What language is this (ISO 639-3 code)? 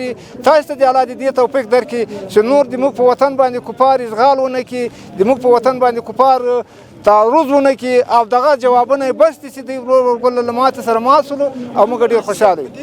pus